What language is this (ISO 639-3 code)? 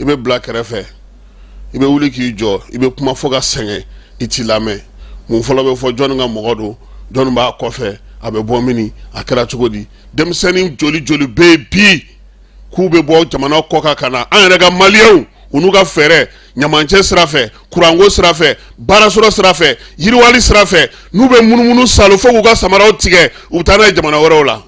bam